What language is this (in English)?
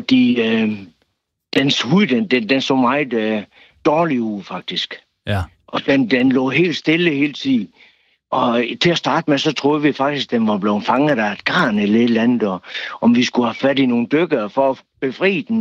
Danish